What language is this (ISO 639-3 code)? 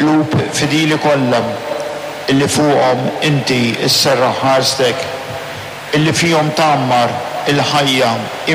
mlt